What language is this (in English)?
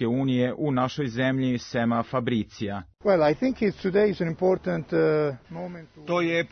Serbian